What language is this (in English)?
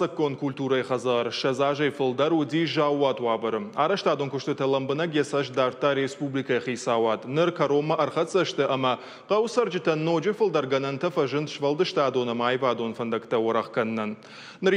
Ossetic